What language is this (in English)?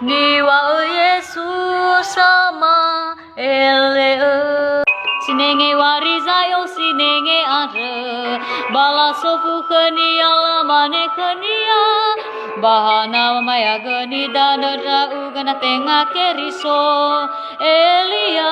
Nias